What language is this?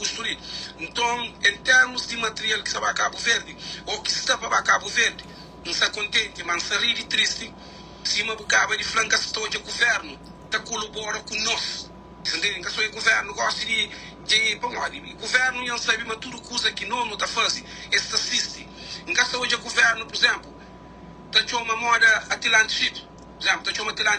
Kabuverdianu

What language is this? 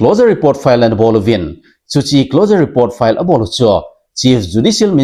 Thado Chin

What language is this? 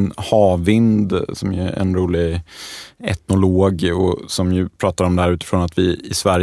Swedish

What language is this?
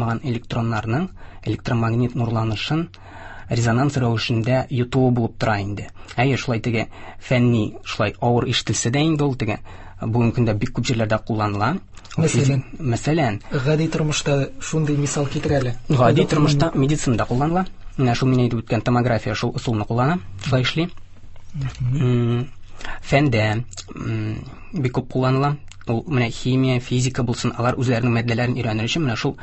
Tatar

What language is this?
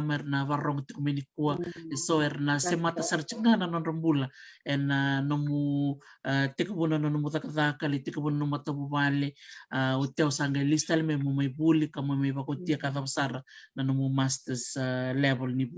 Fijian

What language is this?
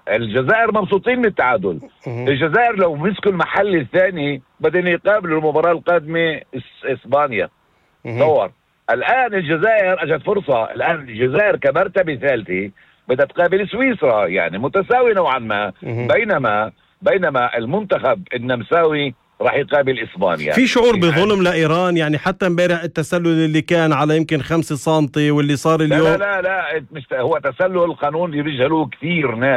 North Levantine Arabic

